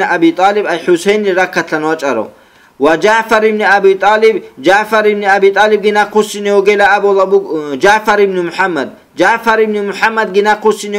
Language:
Avaric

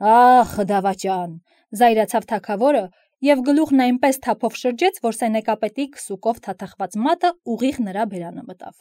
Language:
Armenian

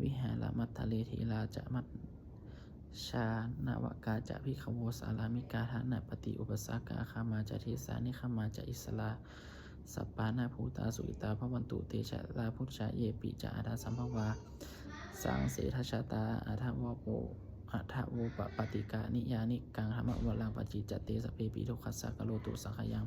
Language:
Pali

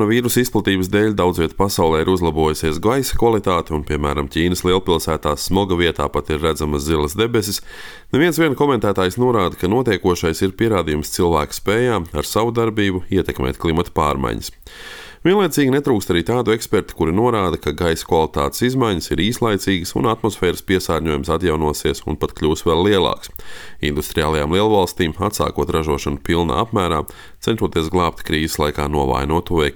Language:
Latvian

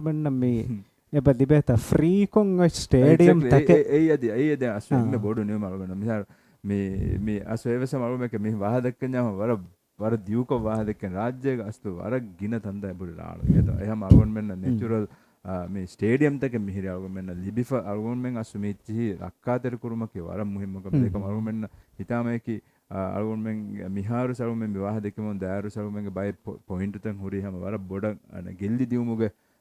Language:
Divehi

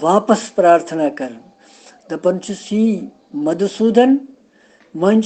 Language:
Kashmiri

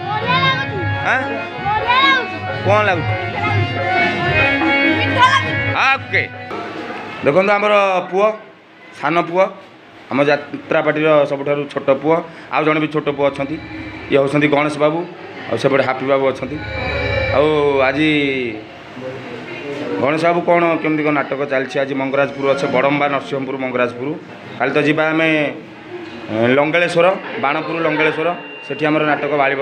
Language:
Odia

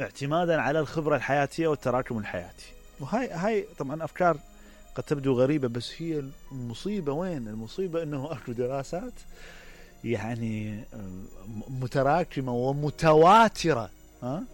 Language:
Mesopotamian Arabic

